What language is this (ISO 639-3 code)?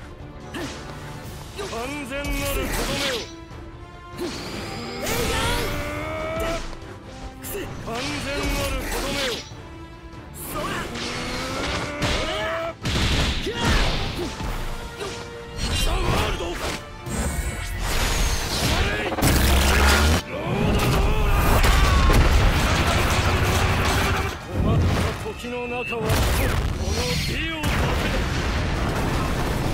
jpn